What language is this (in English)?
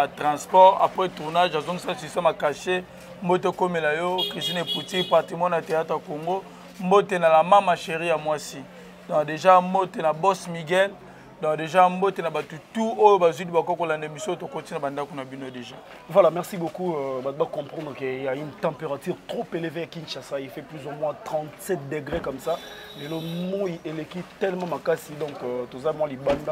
Lingala